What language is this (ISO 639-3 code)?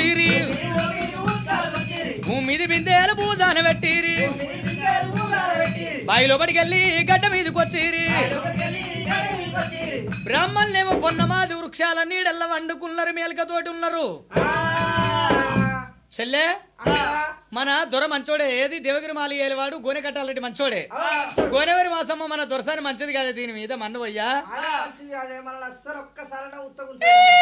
tel